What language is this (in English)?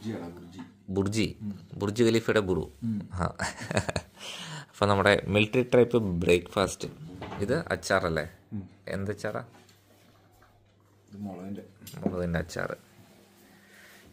Malayalam